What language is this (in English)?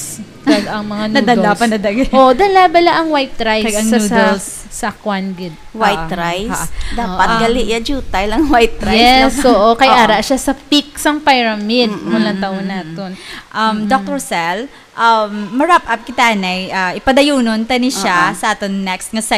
Hiligaynon